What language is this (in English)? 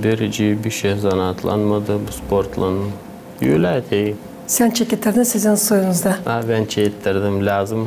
Gagauz